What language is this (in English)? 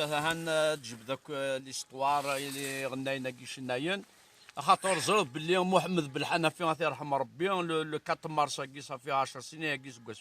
Kabyle